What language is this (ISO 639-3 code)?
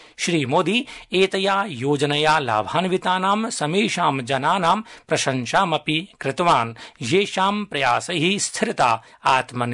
san